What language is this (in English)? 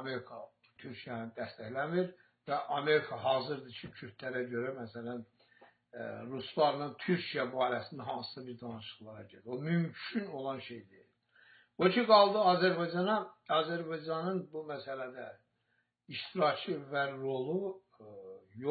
Azerbaijani